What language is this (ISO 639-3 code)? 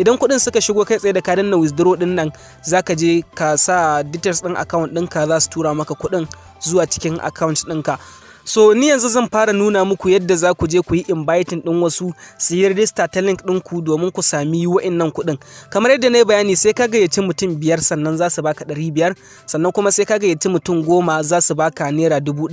hau